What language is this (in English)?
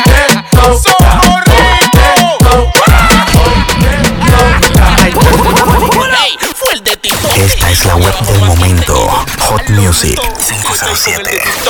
Spanish